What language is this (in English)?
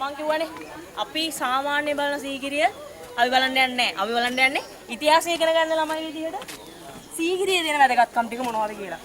Sinhala